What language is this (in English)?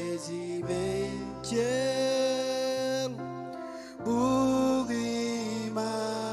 Marshallese